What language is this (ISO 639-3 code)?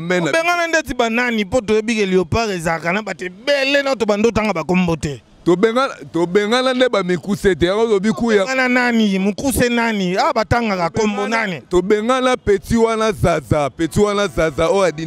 lin